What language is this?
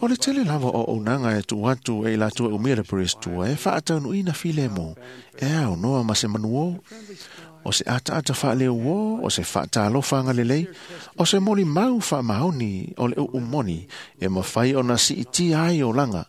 Samoan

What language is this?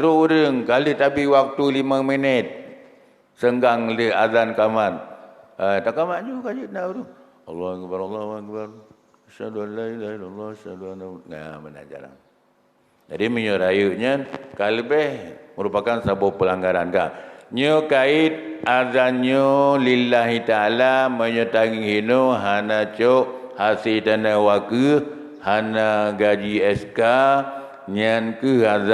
Achinese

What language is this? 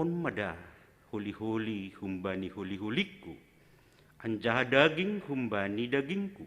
Batak Simalungun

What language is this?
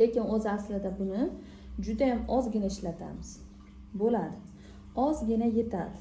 Uzbek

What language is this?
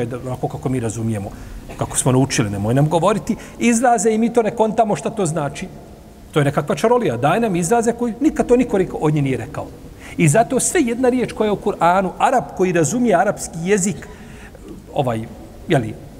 Bosnian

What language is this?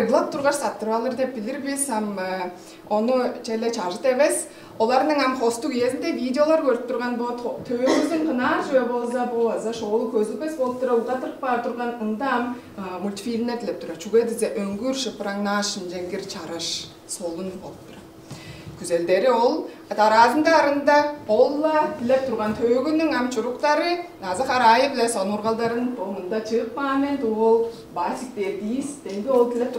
Tuvinian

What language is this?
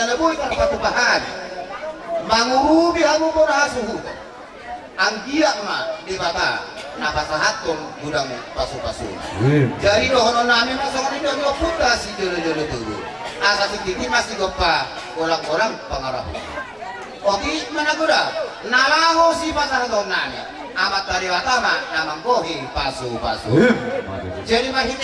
Batak Toba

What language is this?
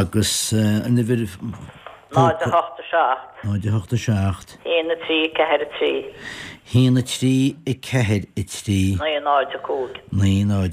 Irish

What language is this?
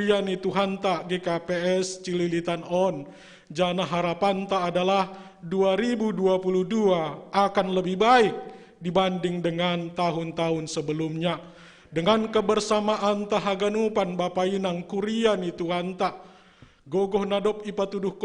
Batak Simalungun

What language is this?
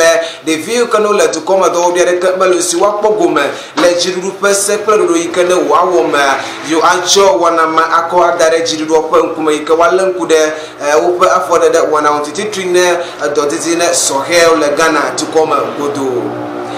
Ewe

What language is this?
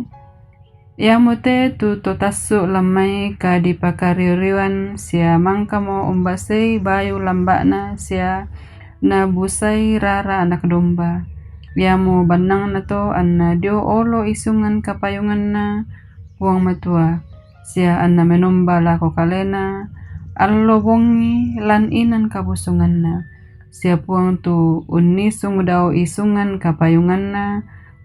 Toraja-Sa'dan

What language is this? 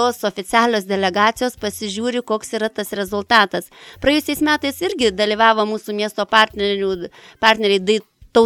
Lithuanian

